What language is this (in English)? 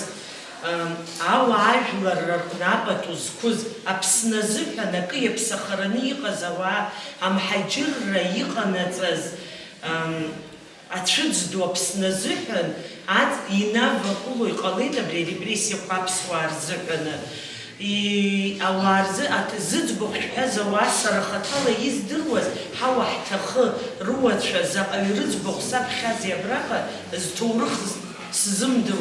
Abkhazian